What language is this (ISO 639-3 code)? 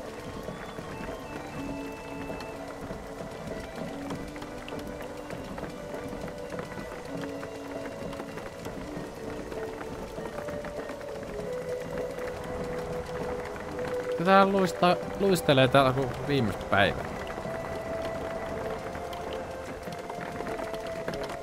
fin